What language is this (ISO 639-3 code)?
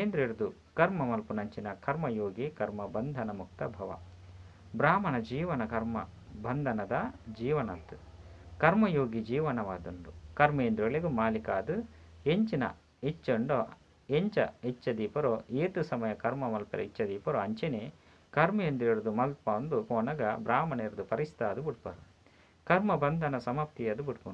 tcy